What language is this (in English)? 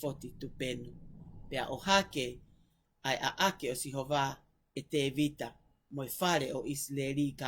Tongan